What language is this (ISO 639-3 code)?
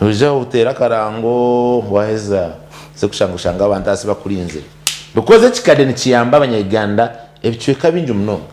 nyn